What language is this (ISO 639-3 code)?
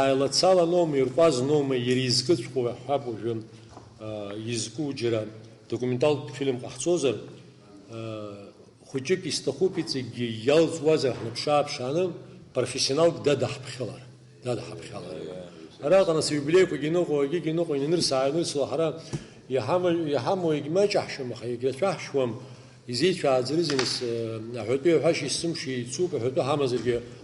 abk